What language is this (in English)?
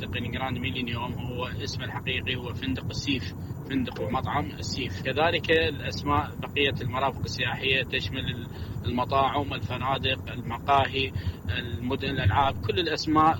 Mesopotamian Arabic